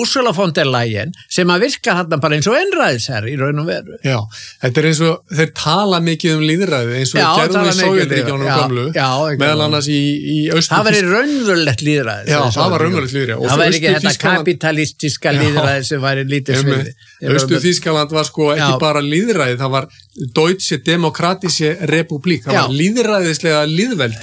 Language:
Icelandic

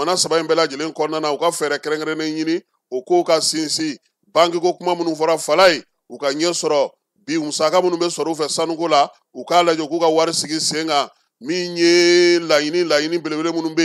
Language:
Bambara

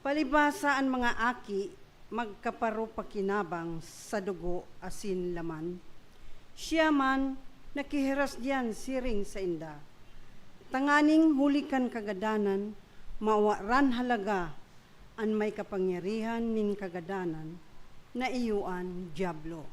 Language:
Bikol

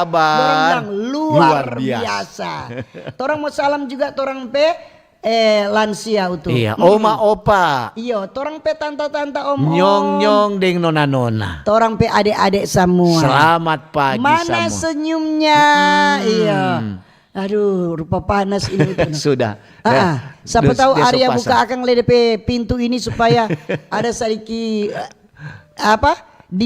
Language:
Manado Malay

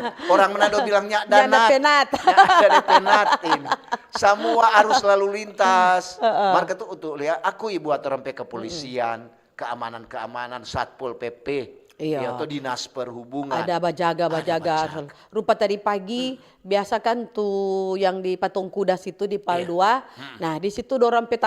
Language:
Manado Malay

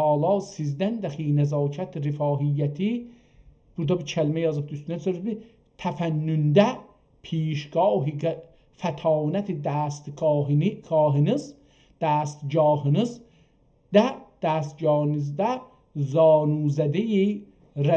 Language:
South Azerbaijani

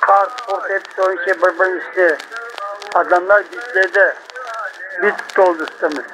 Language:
Crimean Tatar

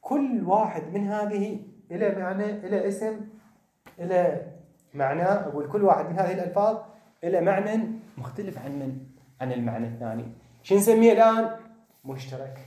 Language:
Mesopotamian Arabic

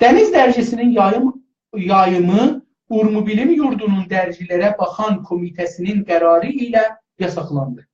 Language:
South Azerbaijani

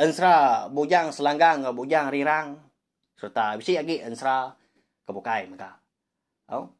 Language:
Iban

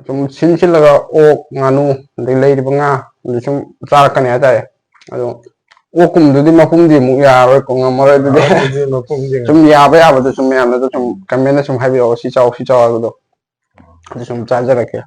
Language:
Manipuri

